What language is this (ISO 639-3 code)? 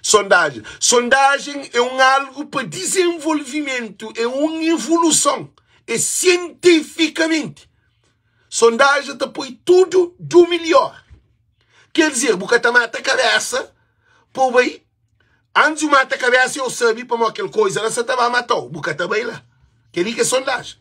kea